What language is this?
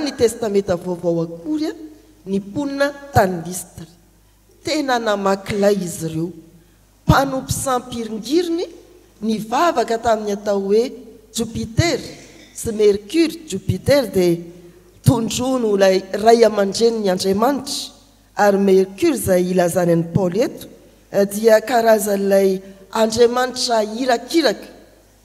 Malagasy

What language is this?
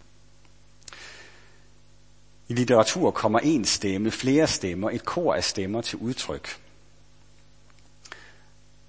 Danish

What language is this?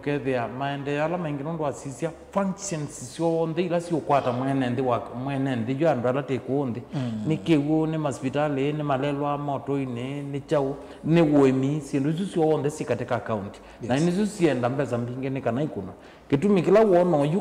Kamba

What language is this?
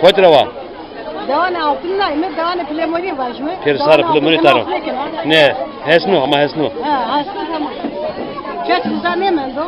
Zaza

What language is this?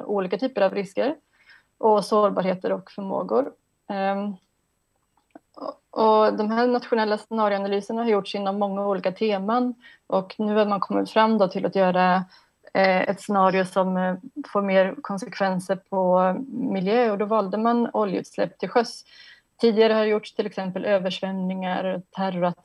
Swedish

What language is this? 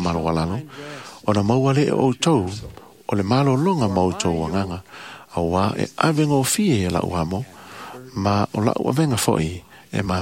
Samoan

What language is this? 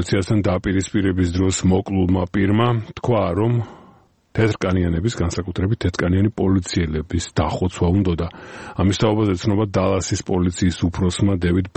Georgian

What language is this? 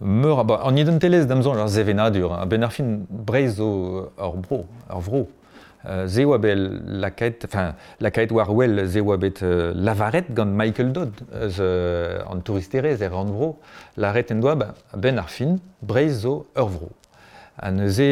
Breton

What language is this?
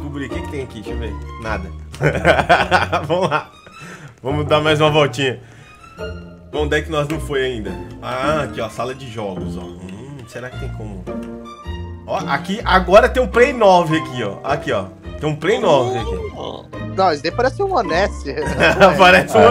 Portuguese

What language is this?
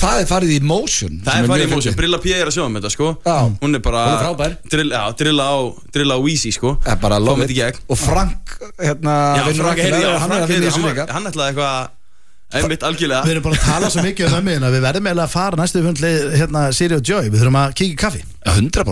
Icelandic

